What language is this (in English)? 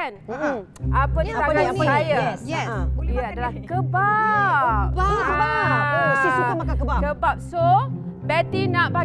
Malay